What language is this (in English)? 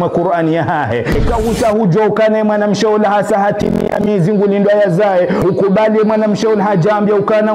Ngazidja Comorian